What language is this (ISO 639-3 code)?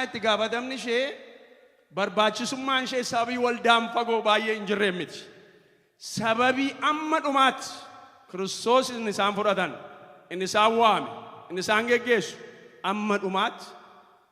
orm